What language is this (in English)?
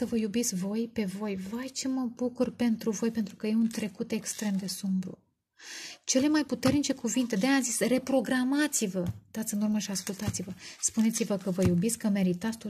Romanian